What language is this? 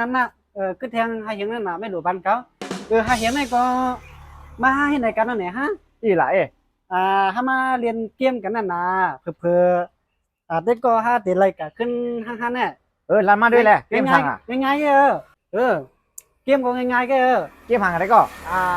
Shan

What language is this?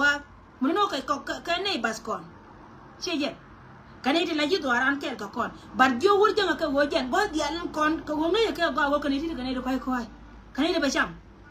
Nuer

